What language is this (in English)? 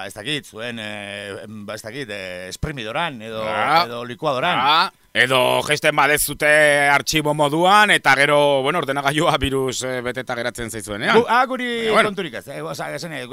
Basque